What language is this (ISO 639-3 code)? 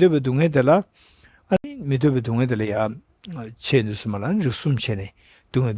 bod